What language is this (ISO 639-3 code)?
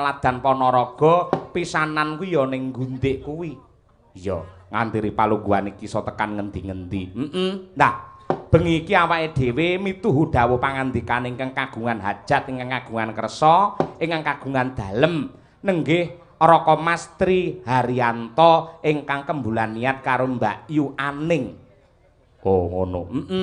jav